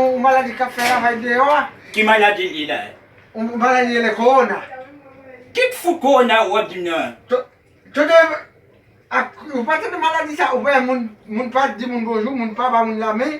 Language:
Haitian Creole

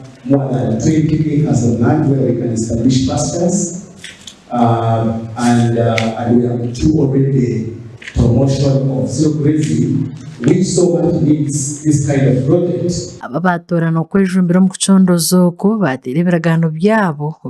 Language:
Nyankole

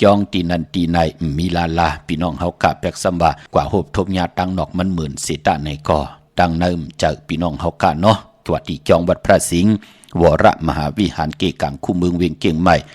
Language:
Shan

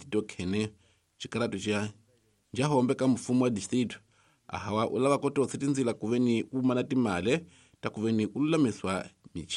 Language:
Tsonga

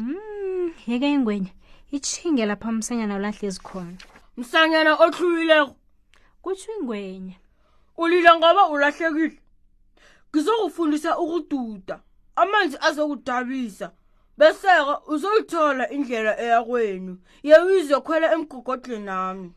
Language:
South Ndebele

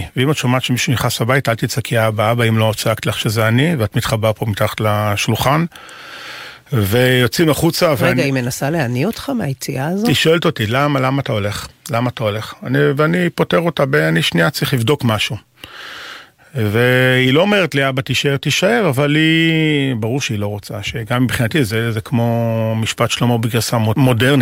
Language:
Hebrew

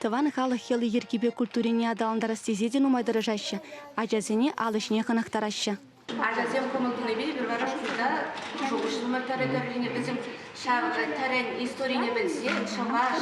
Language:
Chuvash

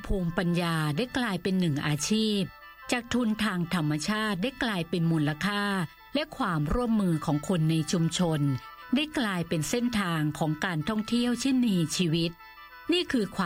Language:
Thai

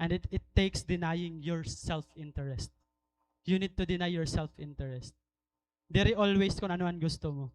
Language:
Waray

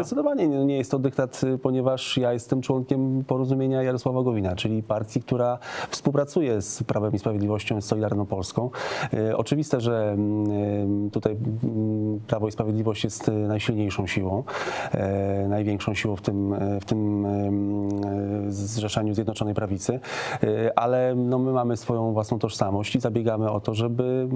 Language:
Polish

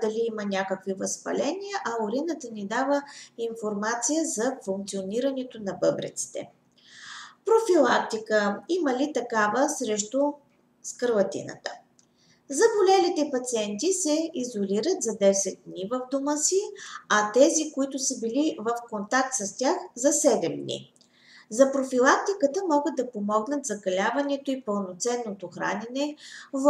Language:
Bulgarian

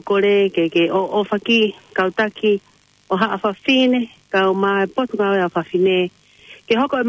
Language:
Tongan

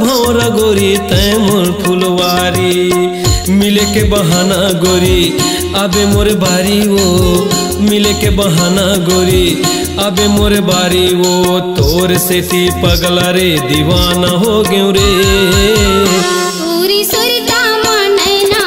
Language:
Chhattisgarhi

